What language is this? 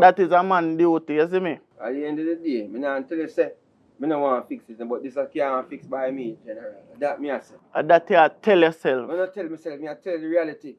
Jamaican Creole English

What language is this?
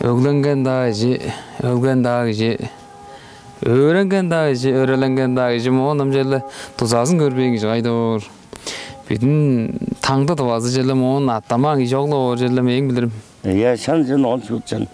Tuvinian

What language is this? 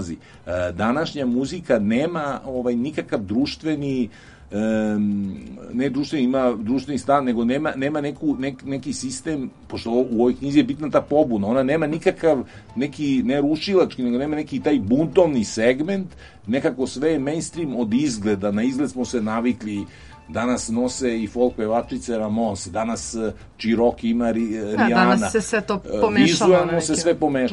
Serbian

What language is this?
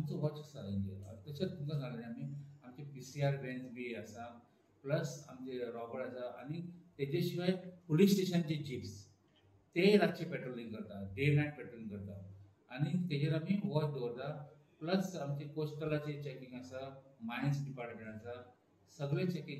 Konkani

